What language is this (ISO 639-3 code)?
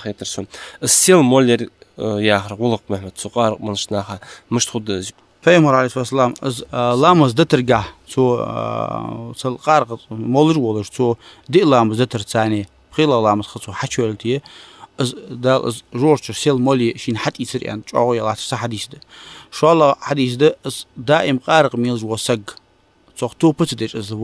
inh